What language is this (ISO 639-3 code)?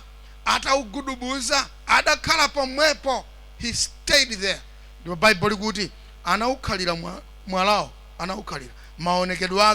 nya